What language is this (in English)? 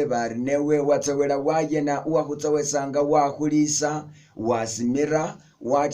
Masaaba